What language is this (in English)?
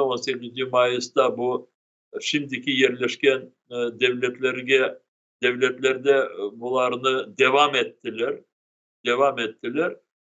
Crimean Tatar